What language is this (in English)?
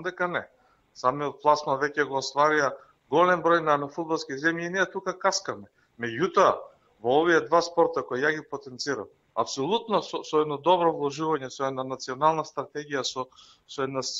Macedonian